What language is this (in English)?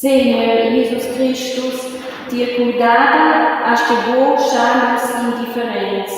Romansh